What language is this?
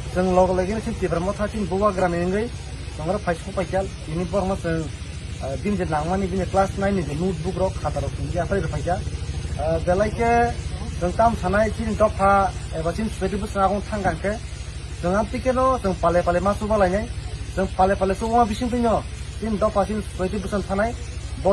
Kok Borok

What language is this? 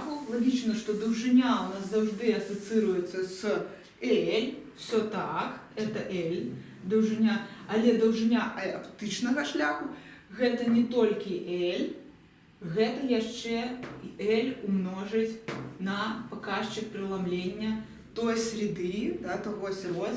Belarusian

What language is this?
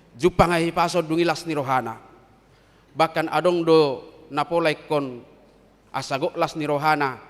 Batak Toba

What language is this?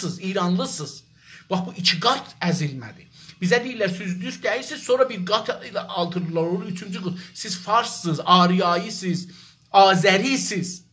South Azerbaijani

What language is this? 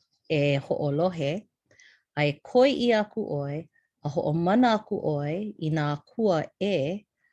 Hawaiian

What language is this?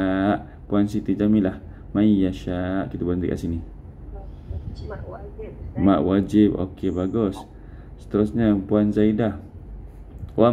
Malay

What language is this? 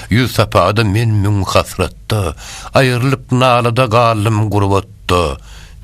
Turkmen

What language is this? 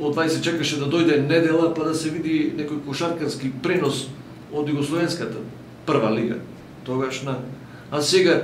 Macedonian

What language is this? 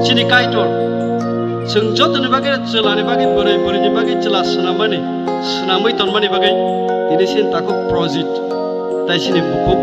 Kok Borok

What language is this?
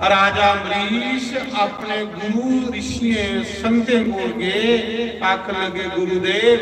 Dogri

